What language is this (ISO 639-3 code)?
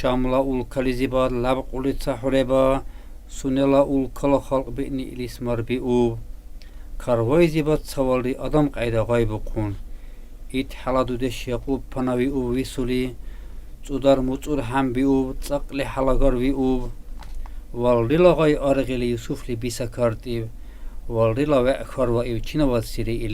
dar